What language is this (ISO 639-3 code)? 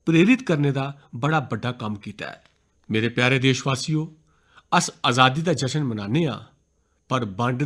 doi